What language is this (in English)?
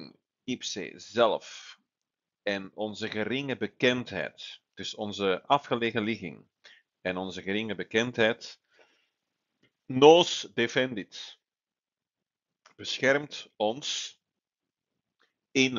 Dutch